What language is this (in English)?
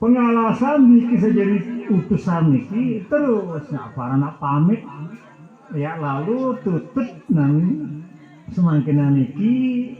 Sasak